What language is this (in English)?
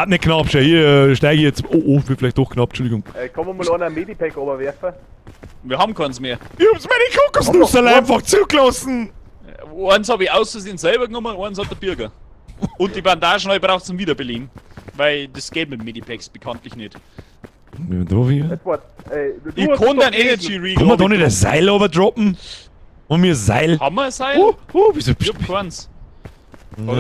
Bavarian